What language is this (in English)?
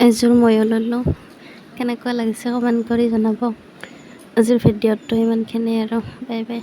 Assamese